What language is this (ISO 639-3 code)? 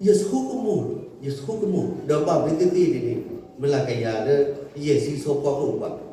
ksw